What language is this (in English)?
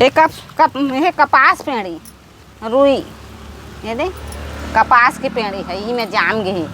Chhattisgarhi